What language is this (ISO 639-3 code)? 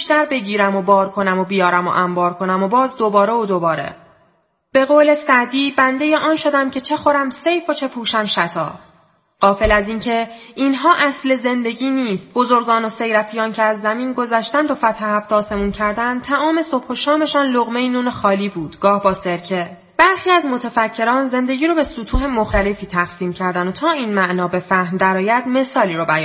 fas